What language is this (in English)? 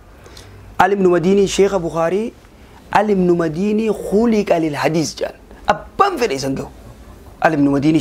Oromo